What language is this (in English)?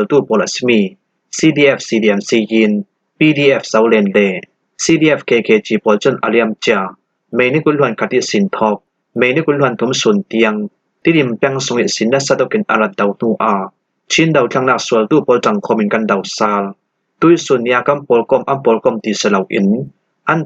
Falam Chin